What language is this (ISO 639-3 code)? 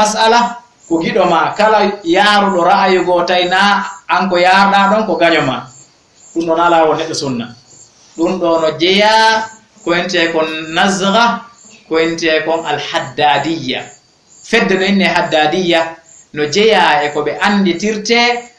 ful